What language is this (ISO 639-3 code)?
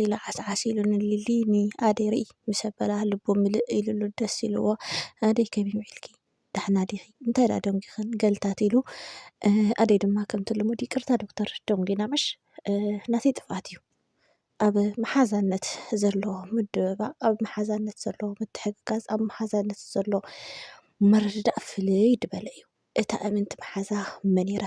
tir